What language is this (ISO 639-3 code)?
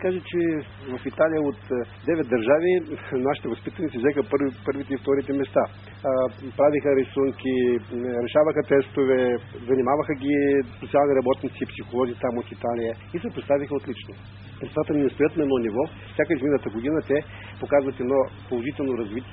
bul